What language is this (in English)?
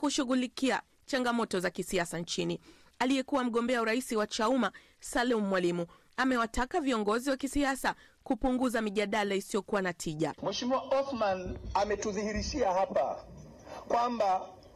Swahili